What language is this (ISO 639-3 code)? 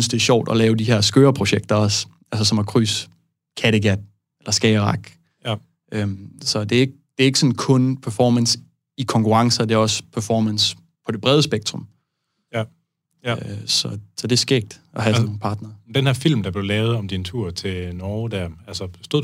dan